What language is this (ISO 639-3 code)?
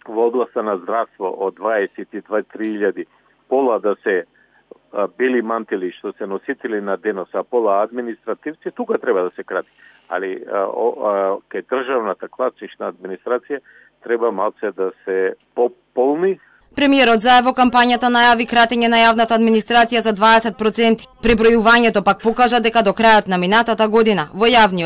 mkd